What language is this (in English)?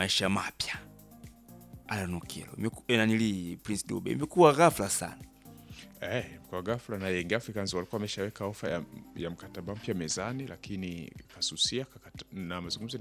Swahili